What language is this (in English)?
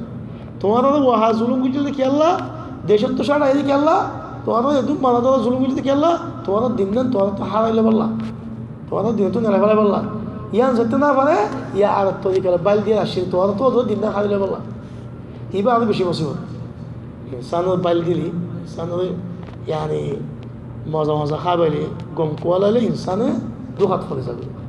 Rohingya